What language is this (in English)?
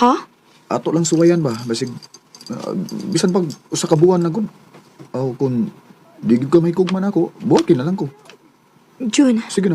Cebuano